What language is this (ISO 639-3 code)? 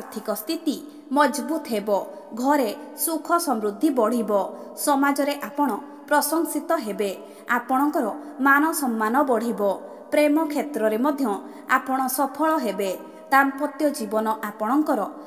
ori